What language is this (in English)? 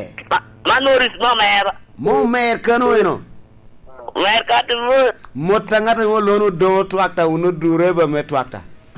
Lango (Uganda)